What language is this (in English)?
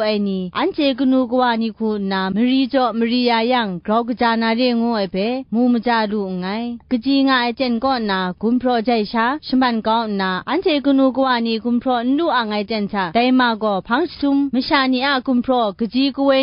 Kachin